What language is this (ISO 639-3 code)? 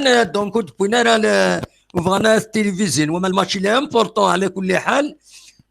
kab